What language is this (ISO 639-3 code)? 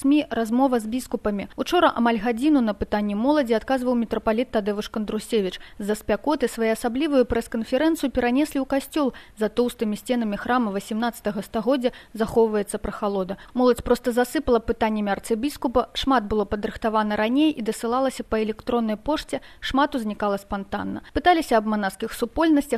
bel